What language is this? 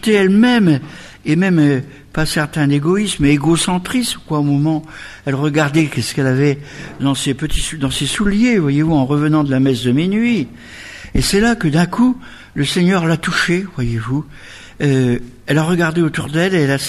French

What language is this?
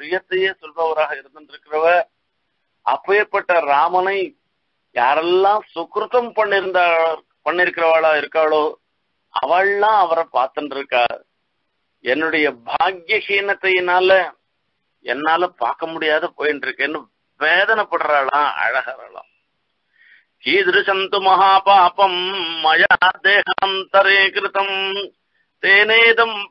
Tamil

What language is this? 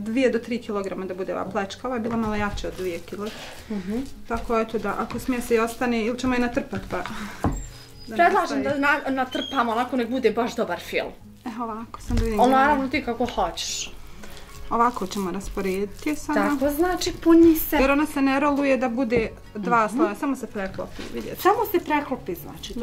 Bosnian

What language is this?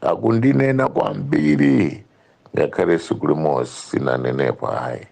Nyanja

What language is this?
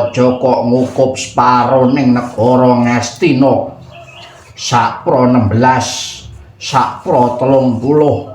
Javanese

